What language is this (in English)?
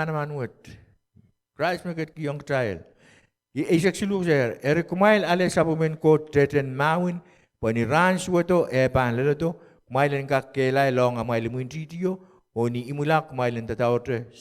Pohnpeian